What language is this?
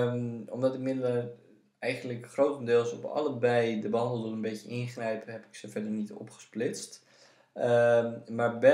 Dutch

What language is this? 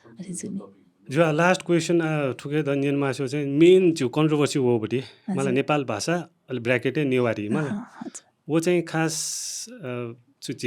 Newari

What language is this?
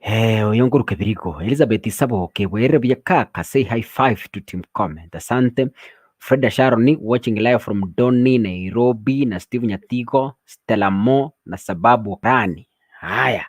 Gusii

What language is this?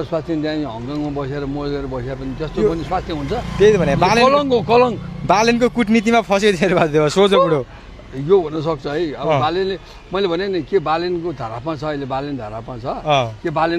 Nepali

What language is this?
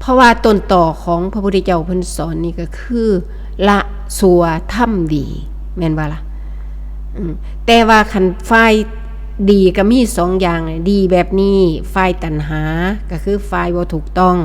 Northeastern Thai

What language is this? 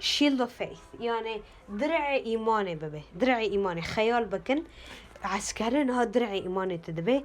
Kurdish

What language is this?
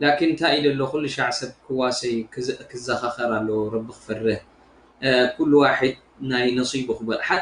Tigrinya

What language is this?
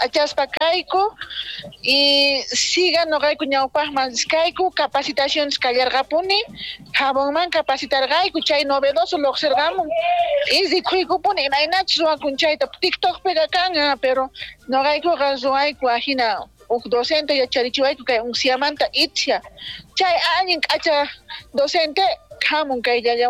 South Bolivian Quechua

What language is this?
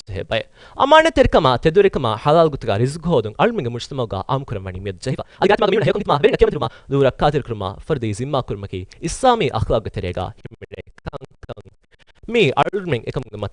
Divehi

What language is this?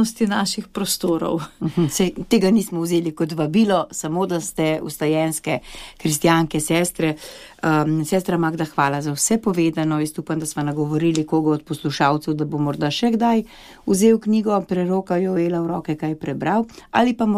Slovenian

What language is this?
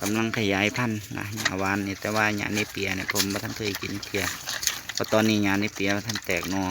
Northeastern Thai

